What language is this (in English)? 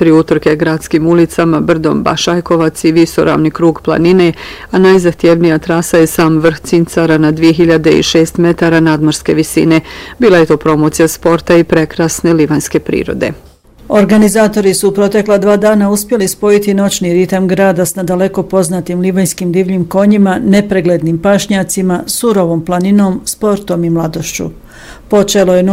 Bosnian